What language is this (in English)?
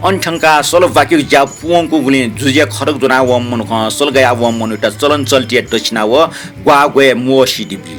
Newari